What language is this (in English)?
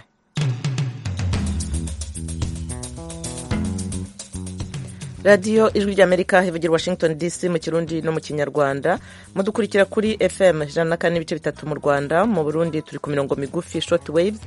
Kinyarwanda